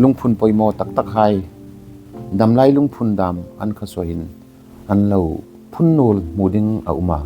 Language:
Hmar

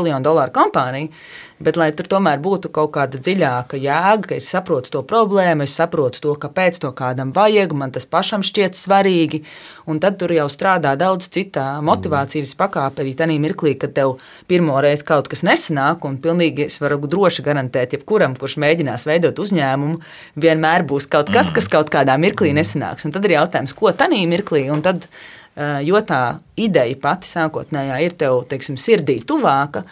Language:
Latvian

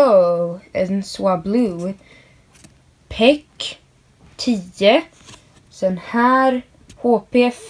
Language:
Swedish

